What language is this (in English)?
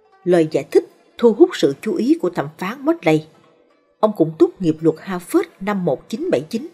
Vietnamese